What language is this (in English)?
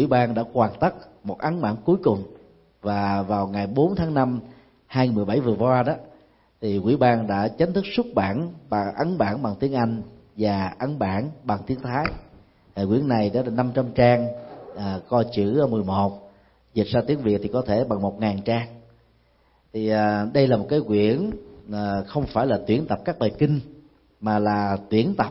Vietnamese